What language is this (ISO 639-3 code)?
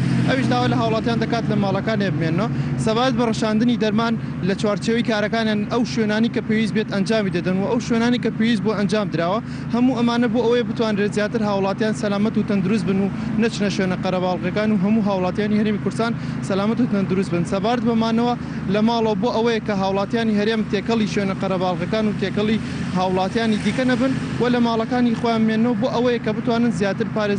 ckb